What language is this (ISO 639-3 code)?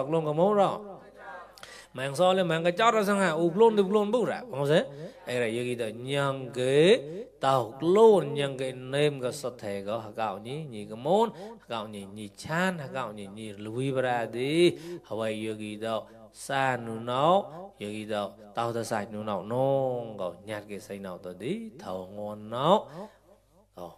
mnw